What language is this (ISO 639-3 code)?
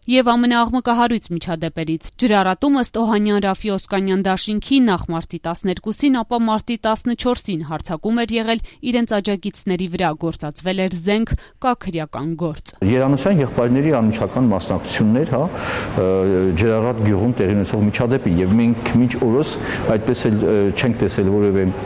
hye